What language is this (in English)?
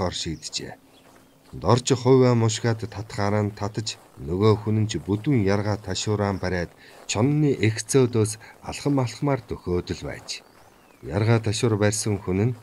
Mongolian